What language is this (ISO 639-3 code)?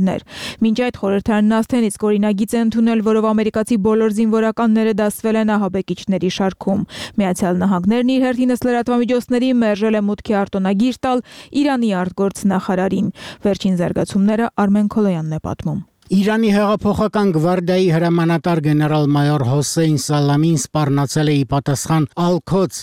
hye